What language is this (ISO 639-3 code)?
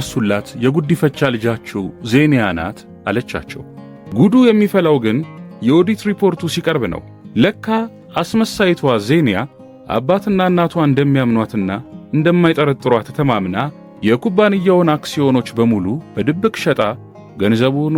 amh